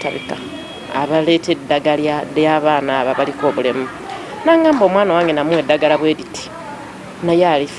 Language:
Ganda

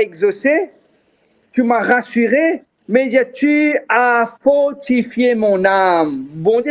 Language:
Morisyen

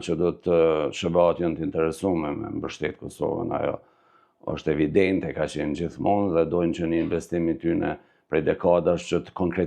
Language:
Albanian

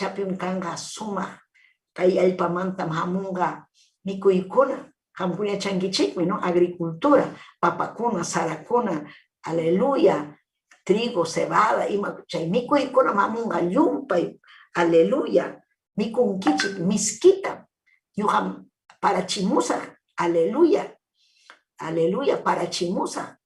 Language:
Ayacucho Quechua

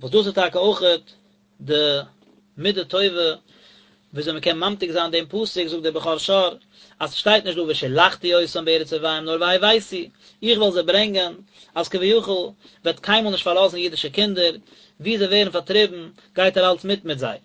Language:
Yiddish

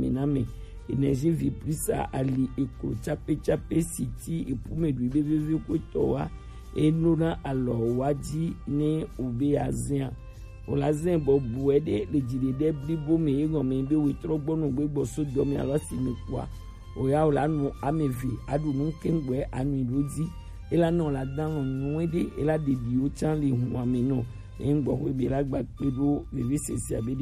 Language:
Gen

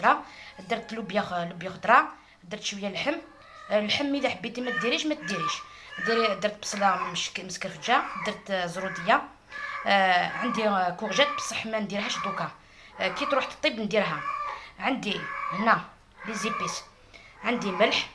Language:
Algerian Arabic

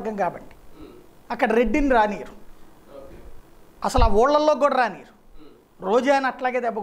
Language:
Telugu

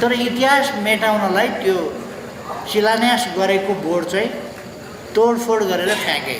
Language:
Nepali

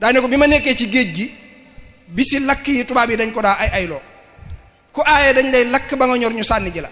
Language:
Wolof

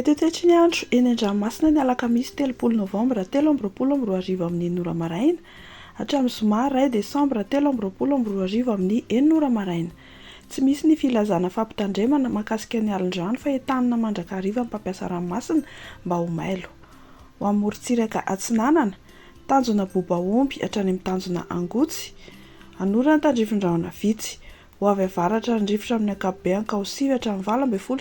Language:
Malagasy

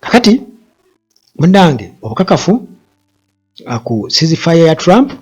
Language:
Ganda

